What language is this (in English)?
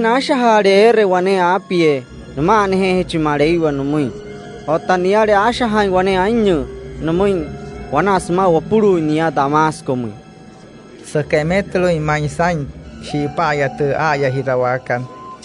Wayuu